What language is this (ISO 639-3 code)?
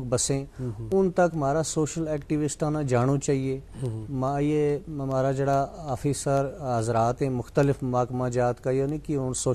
gju